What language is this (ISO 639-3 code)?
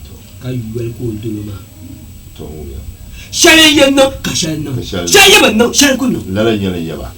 dag